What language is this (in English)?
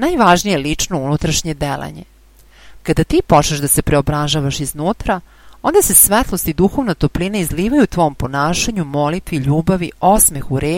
Serbian